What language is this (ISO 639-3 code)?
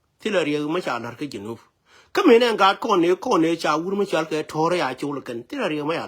nus